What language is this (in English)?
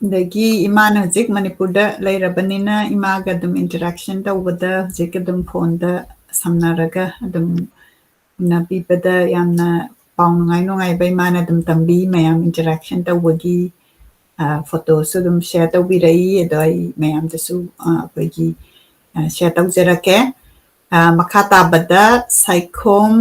Manipuri